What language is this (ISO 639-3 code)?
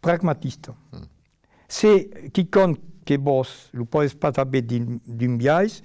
oci